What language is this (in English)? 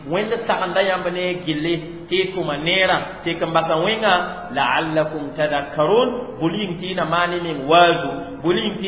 Mossi